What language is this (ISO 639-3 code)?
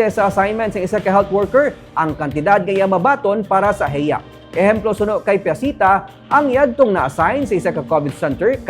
hil